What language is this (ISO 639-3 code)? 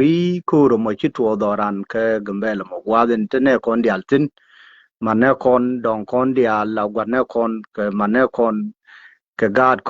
nus